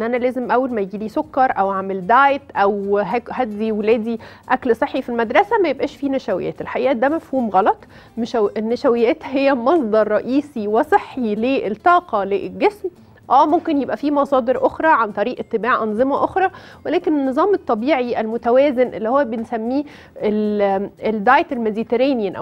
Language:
Egyptian Arabic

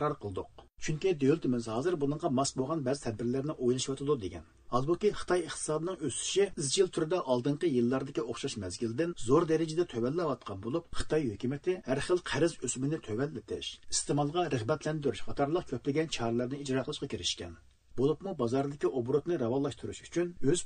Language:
Uyghur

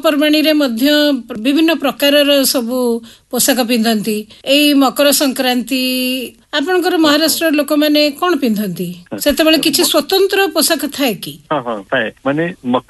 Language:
Odia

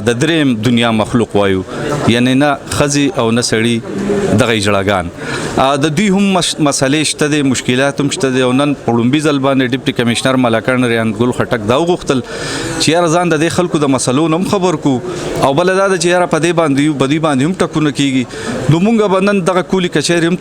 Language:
Pashto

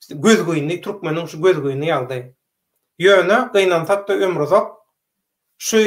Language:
Turkmen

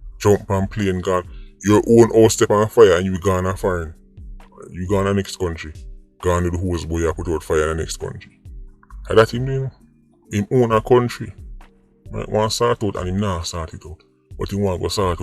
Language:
Jamaican Creole English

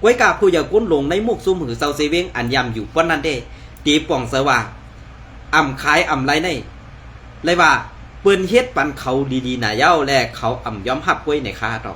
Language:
Shan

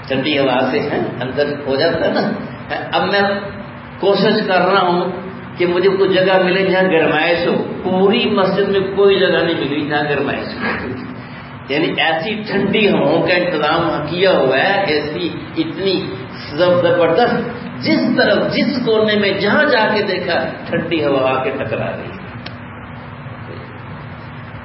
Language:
Urdu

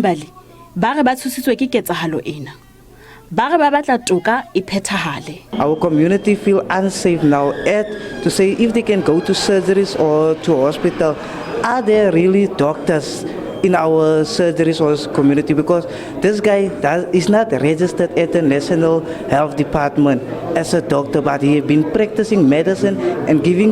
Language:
Southern Sotho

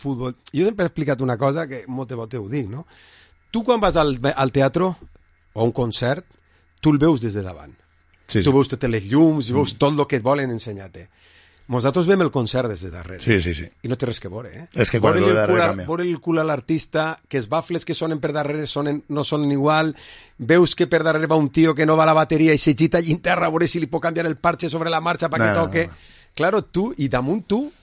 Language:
Catalan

